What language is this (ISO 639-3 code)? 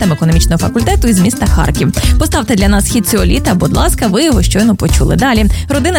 ukr